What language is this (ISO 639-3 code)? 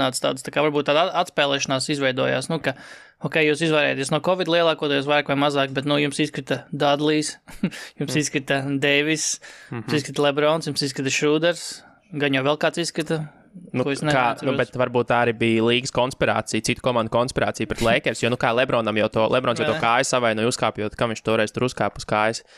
lav